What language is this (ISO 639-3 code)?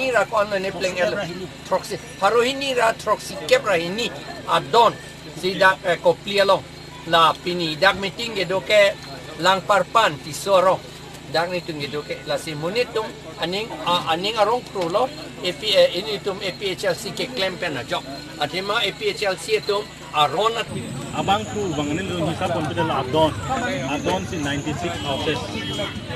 mjw